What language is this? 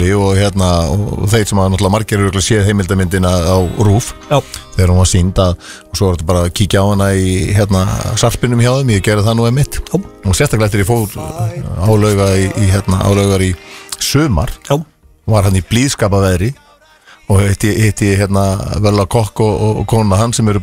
Icelandic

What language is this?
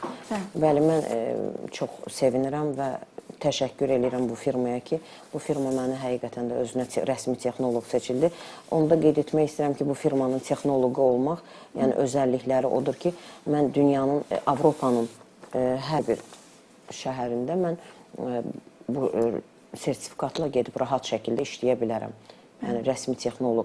Azerbaijani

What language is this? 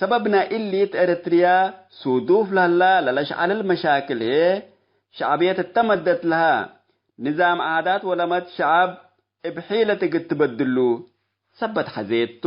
Tigre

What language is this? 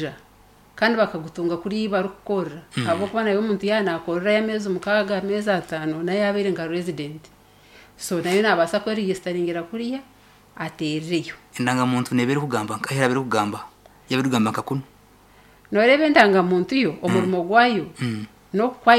Nyankole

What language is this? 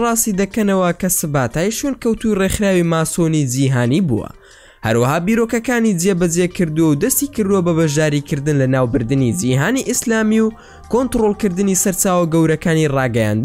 Central Kurdish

